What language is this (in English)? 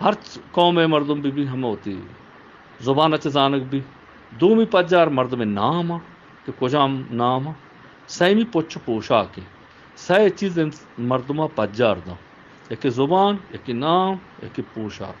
Eastern Balochi